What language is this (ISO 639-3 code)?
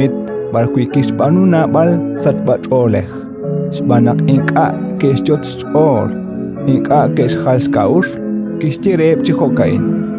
kek